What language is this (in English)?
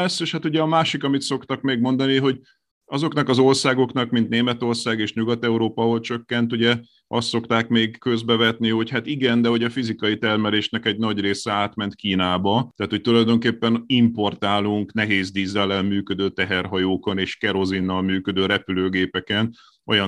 Hungarian